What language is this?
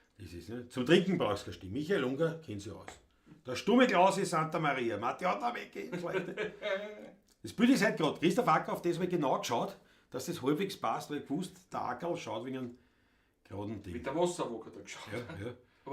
Bavarian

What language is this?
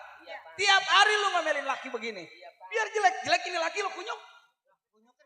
Betawi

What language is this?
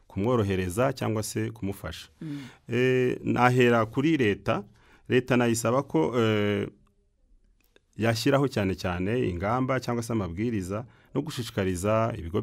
Kinyarwanda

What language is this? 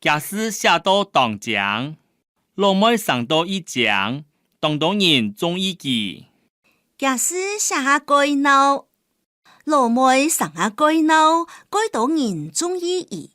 Hakka Chinese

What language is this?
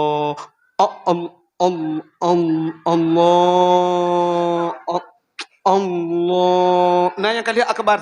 Achinese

